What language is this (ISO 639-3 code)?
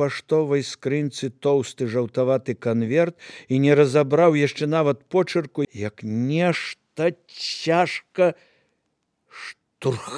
bel